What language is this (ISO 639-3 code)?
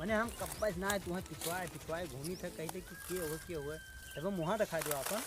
awa